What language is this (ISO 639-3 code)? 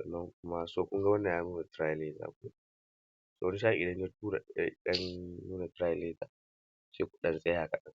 hau